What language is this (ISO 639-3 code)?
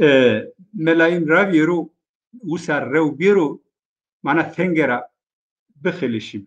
zza